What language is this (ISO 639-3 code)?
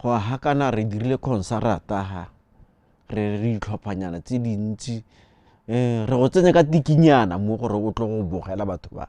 tsn